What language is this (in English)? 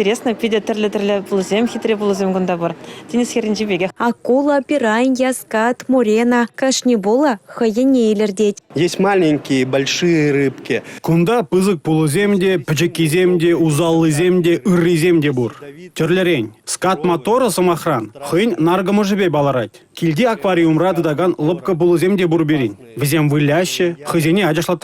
Chuvash